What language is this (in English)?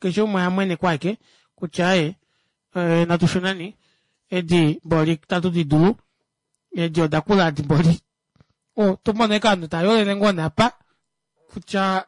Kuanyama